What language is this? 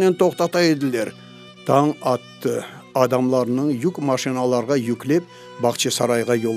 Crimean Tatar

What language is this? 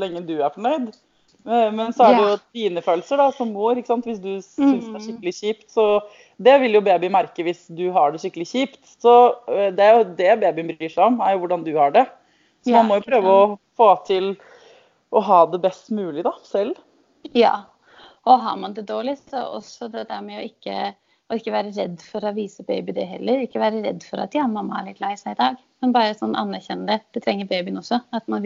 Norwegian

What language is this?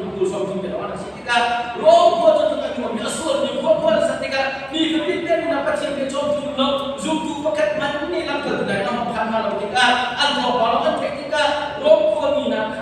Hakha Chin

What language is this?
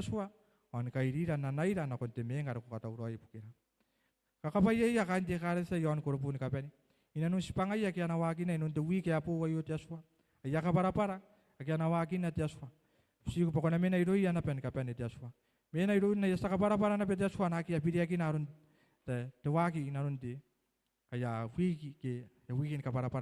Gilbertese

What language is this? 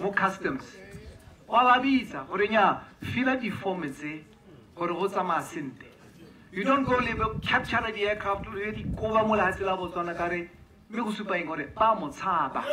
Tswana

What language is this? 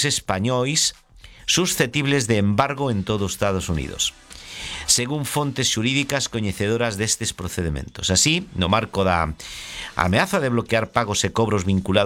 Galician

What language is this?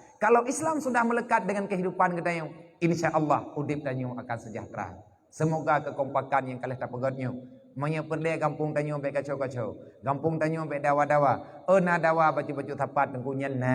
Achinese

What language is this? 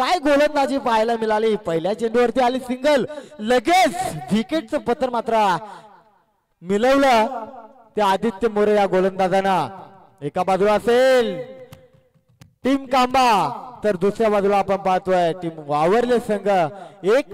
Marathi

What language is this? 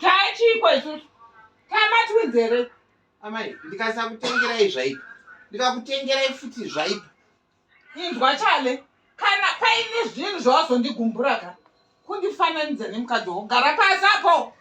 Shona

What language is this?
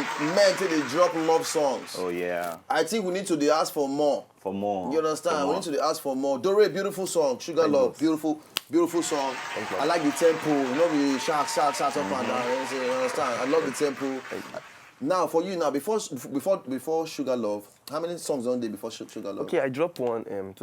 Nigerian Pidgin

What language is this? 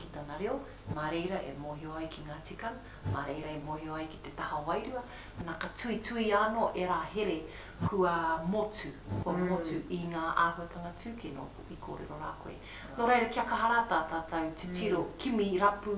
Māori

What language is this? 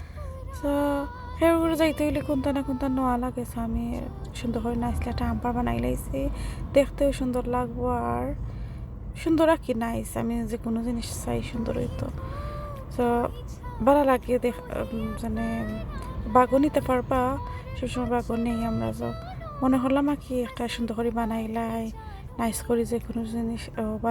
Sylheti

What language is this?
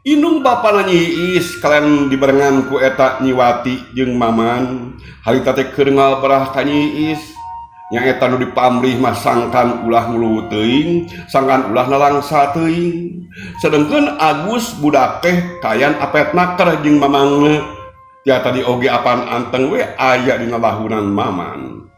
Sundanese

